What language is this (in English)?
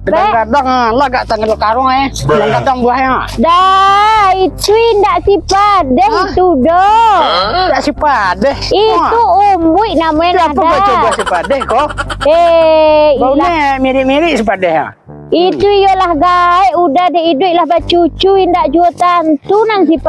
Minangkabau